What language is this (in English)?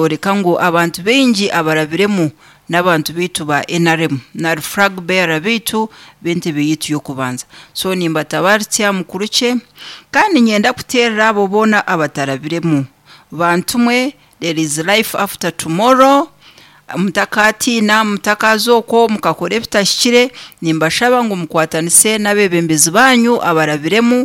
Nyankole